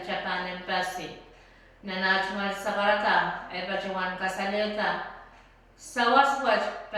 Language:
Pohnpeian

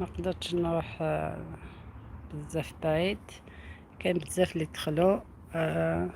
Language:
Algerian Arabic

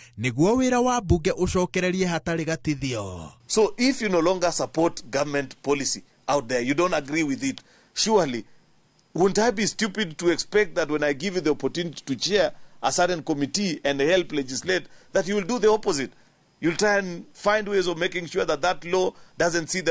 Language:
Kikuyu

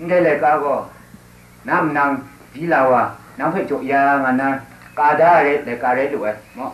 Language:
Kachin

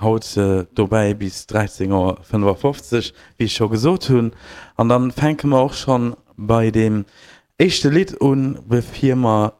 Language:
Luxembourgish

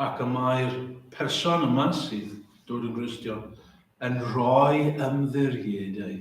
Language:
Welsh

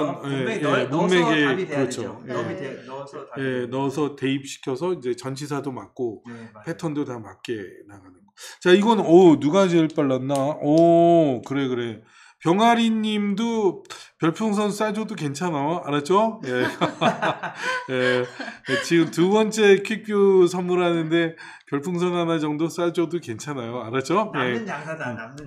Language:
Korean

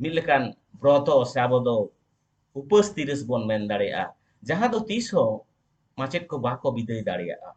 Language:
Santali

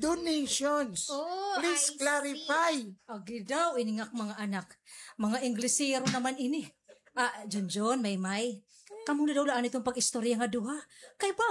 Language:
Waray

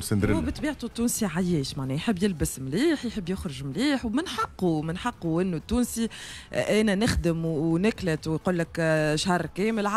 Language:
Tunisian Arabic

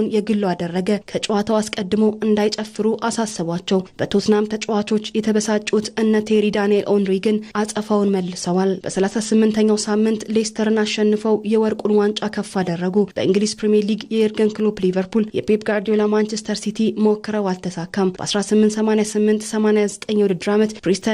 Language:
Amharic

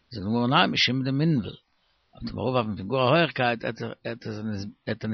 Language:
Yiddish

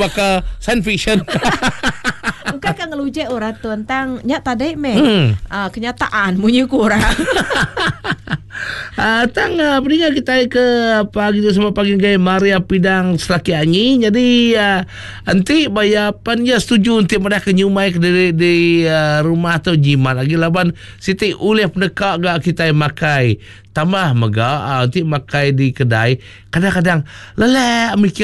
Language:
Iban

